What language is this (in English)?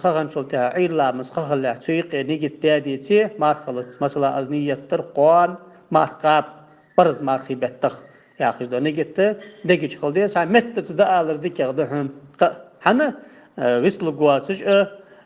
Ingush